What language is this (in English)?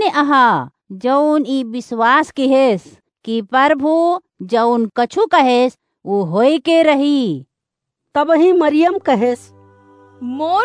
Awadhi